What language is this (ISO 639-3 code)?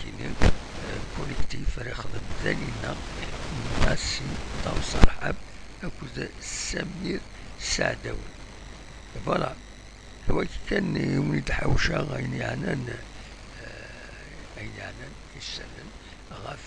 kab